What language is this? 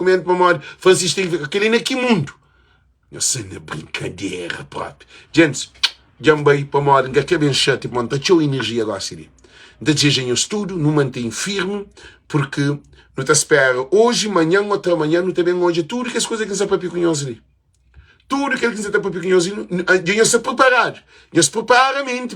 Kabuverdianu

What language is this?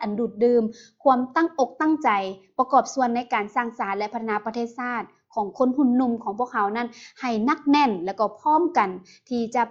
Lao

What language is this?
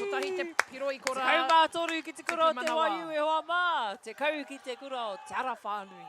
Māori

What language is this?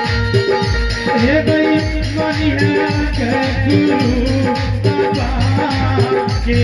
Angika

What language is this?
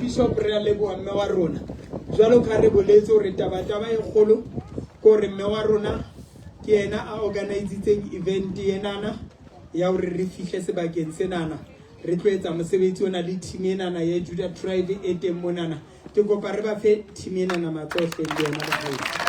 Southern Sotho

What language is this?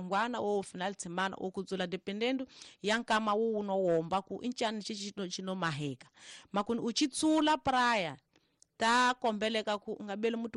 Tsonga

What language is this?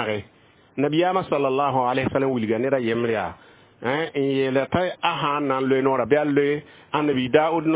Mossi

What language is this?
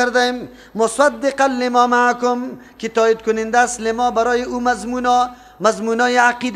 Persian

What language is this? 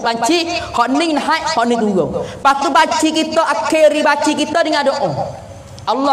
Pattani Malay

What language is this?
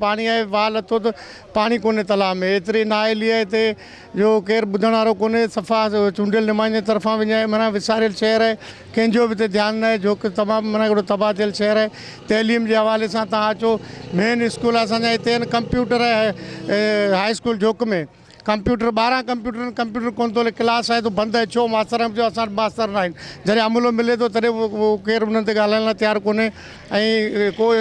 Sindhi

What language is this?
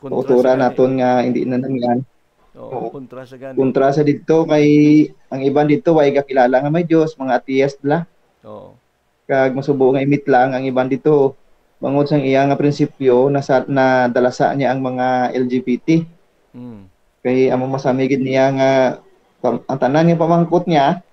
Hiligaynon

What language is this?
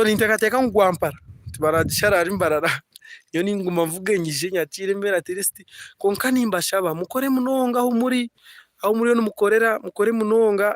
Nyankole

